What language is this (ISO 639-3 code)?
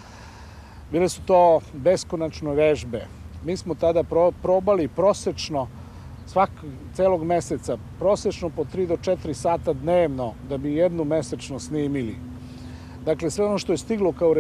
srp